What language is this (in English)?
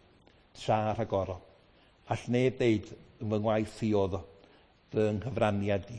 Welsh